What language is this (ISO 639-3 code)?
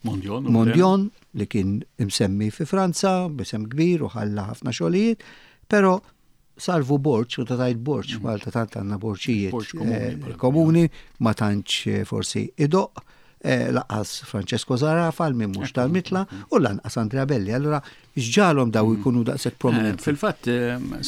mlt